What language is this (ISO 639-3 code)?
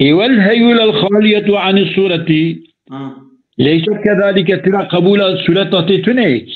kur